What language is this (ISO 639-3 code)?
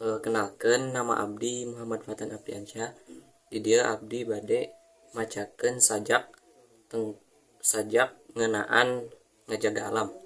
sun